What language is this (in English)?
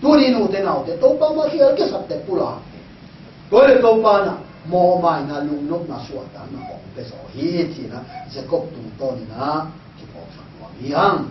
Tedim Chin